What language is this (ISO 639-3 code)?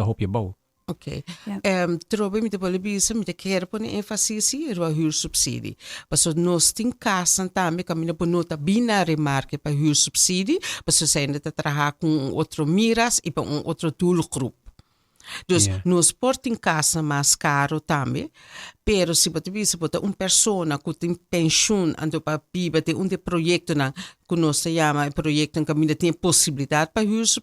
pap